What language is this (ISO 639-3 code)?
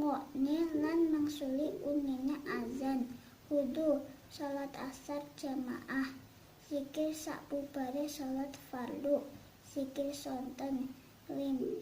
jav